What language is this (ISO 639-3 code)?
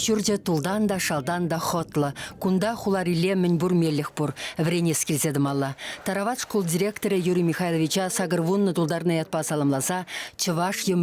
chv